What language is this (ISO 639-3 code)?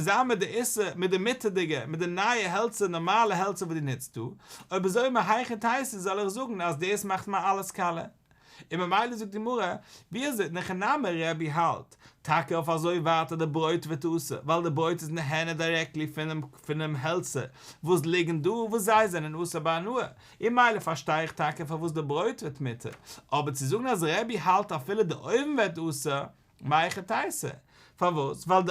yid